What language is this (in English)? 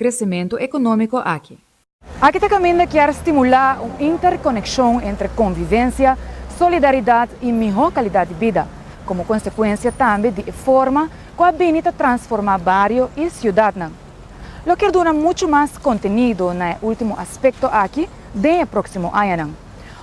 Papiamento